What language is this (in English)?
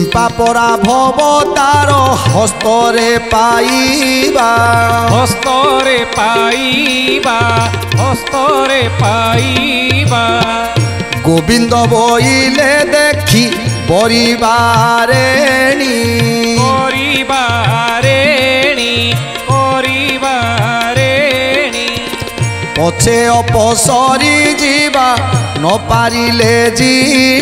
Odia